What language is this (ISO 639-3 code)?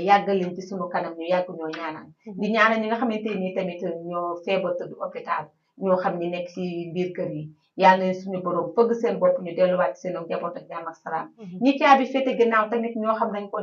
wol